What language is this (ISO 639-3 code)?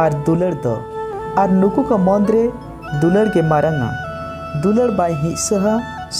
sat